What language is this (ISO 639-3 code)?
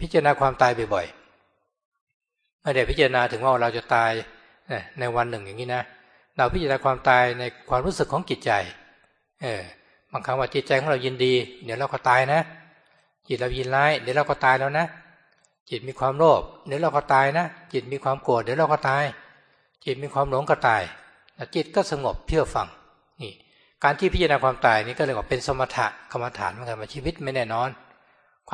tha